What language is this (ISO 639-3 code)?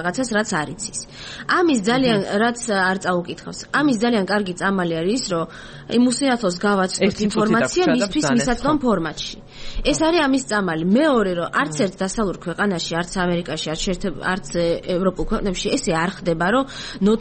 kat